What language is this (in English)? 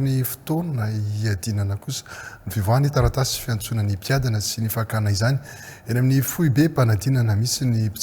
Malagasy